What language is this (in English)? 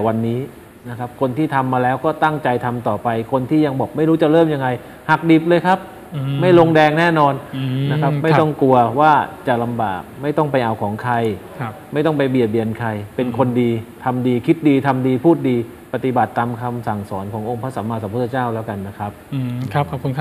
Thai